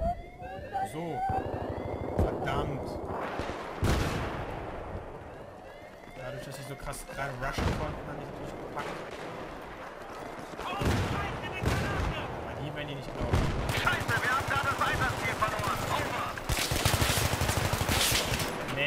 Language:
German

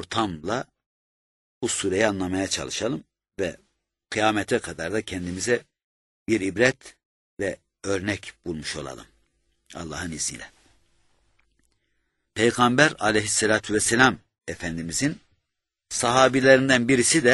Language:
Turkish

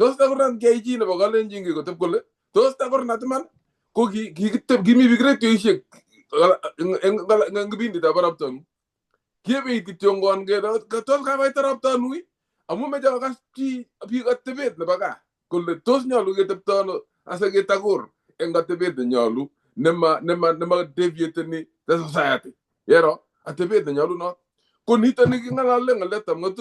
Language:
Kalenjin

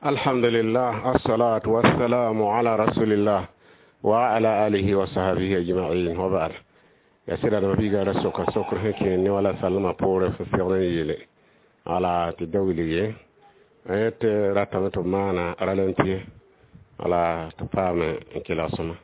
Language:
Mossi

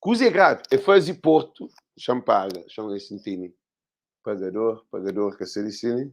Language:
Kabuverdianu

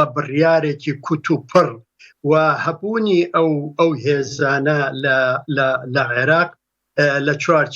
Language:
Central Kurdish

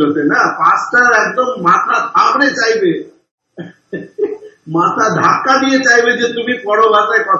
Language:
Bangla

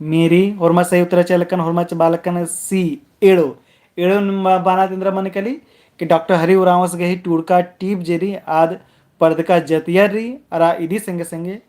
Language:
Kurukh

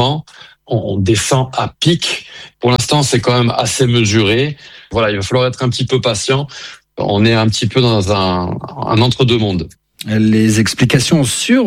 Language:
French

